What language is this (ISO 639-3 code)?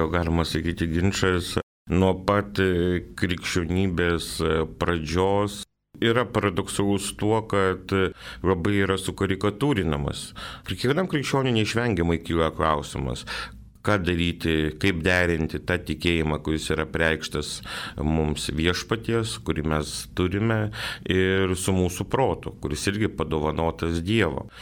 lit